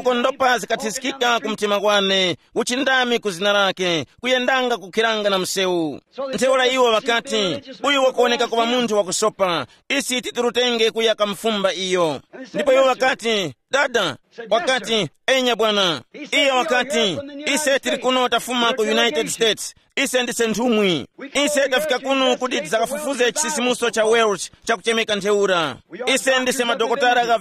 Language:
Tumbuka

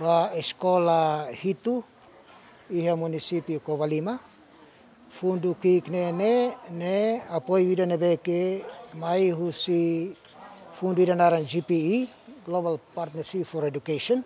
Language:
Tetum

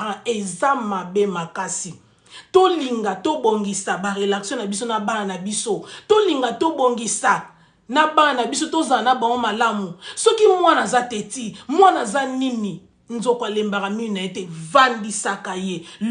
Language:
Lingala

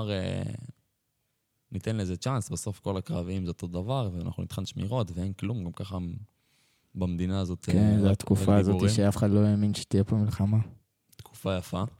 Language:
Hebrew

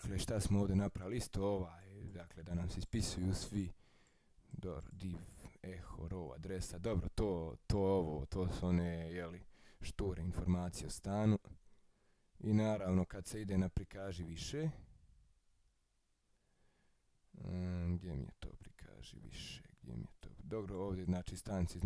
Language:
Croatian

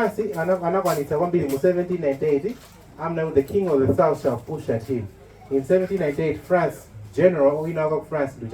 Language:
Nyanja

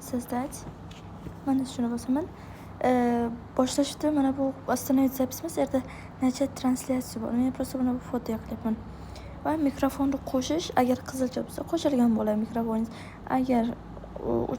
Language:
Uzbek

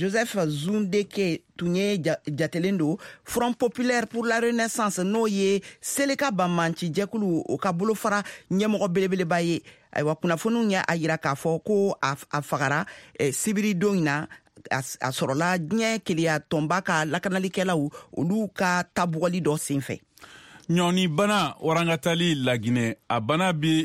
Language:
Bambara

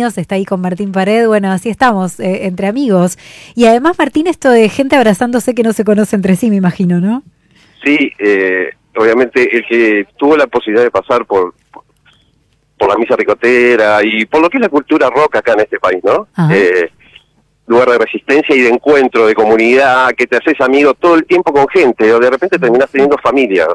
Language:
Spanish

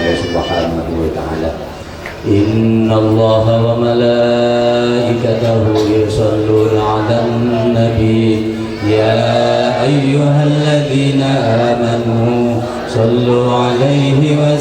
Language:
Madurese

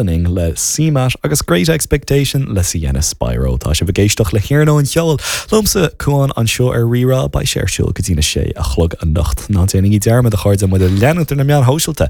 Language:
Irish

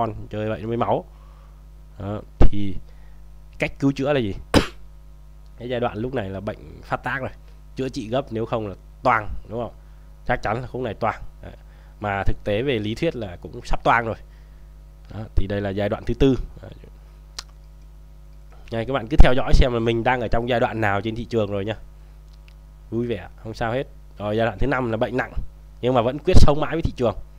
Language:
Vietnamese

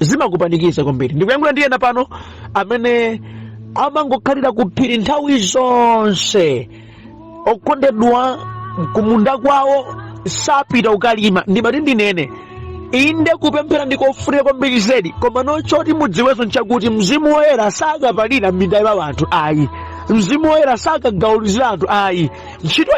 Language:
Nyanja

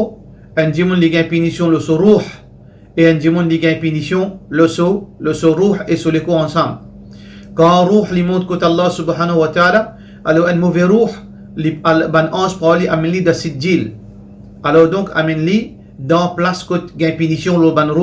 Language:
Morisyen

